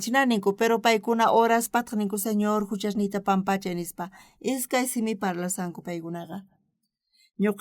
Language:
South Bolivian Quechua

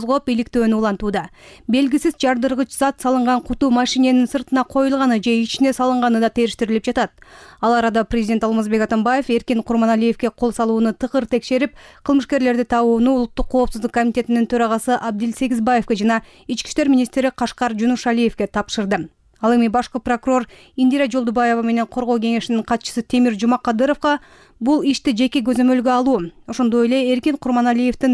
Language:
Kyrgyz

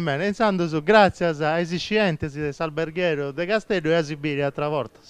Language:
Sardinian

